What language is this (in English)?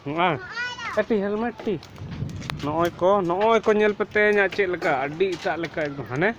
Santali